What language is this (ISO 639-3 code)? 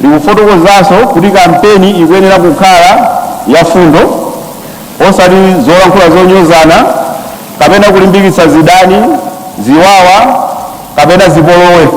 nya